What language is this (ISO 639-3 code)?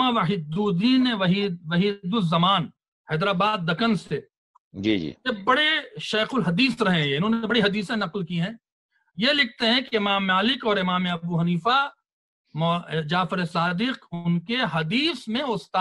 urd